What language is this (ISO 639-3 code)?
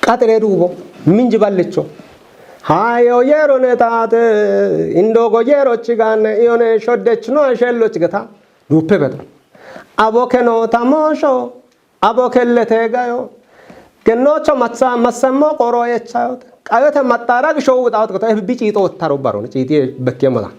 kbr